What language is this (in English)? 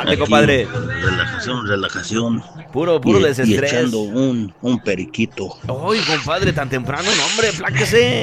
Spanish